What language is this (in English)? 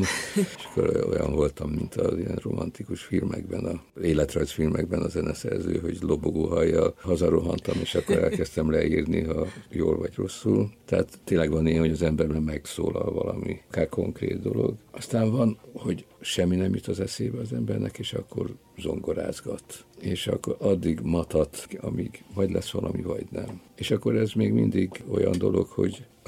Hungarian